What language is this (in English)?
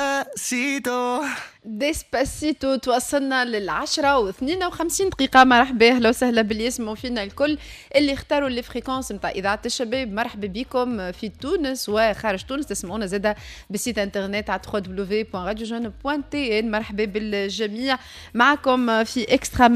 Tunisian Arabic